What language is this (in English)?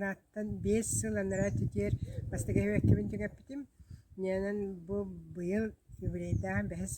Yakut